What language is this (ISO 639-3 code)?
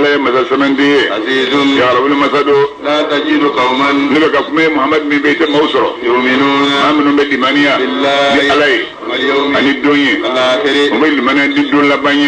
bam